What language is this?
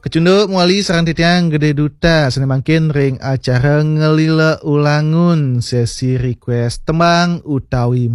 Balinese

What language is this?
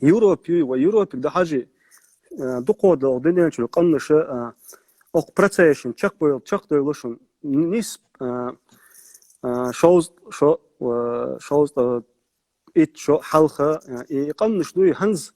Chechen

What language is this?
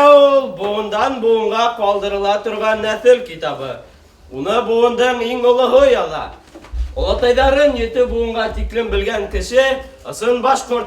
Bashkir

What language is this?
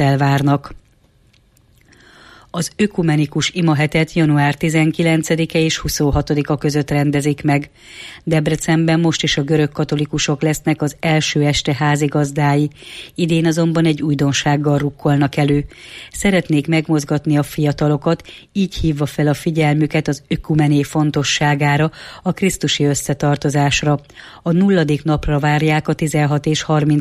Hungarian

